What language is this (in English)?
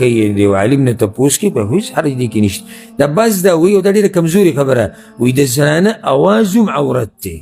Pashto